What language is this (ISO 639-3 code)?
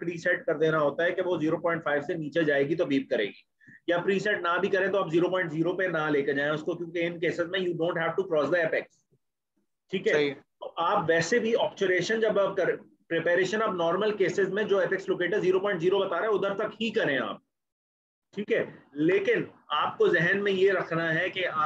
hin